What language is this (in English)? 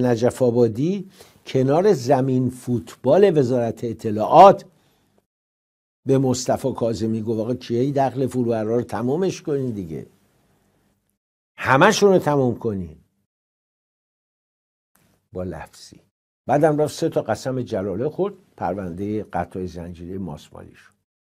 Persian